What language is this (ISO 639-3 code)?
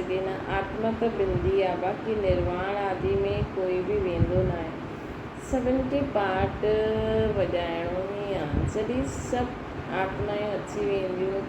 snd